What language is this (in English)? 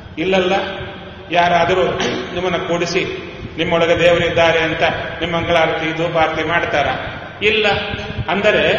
Kannada